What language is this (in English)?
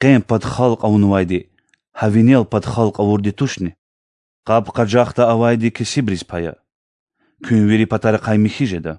Lezghian